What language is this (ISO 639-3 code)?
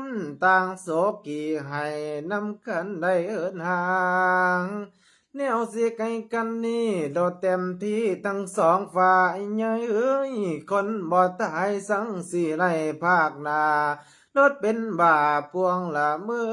lao